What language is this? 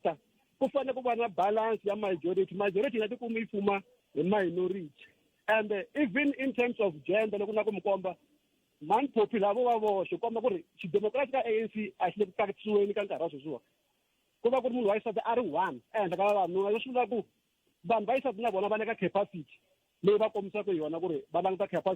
Tsonga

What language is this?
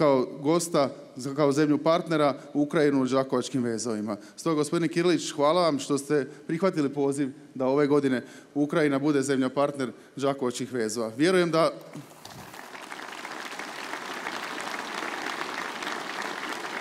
Croatian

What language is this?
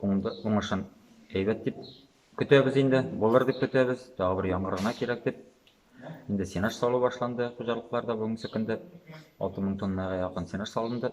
Tatar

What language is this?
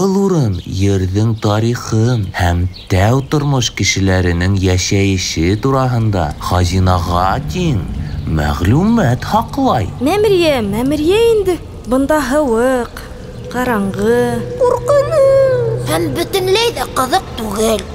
Bashkir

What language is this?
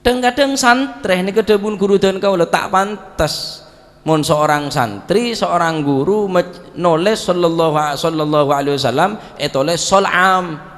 Madurese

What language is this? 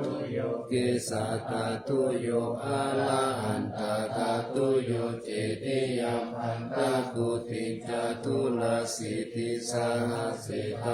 Pali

